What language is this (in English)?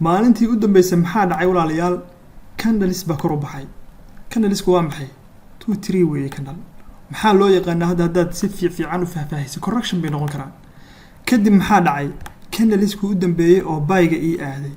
Somali